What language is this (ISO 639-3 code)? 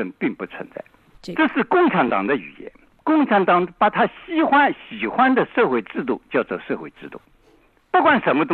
zho